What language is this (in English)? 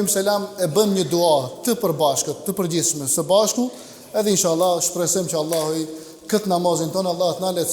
Albanian